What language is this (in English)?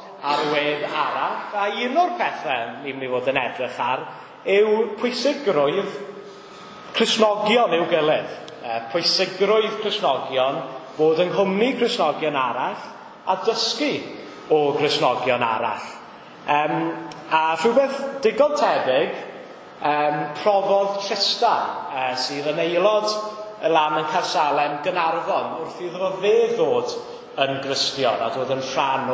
Welsh